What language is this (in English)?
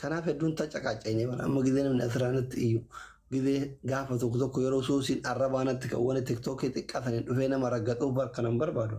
Oromo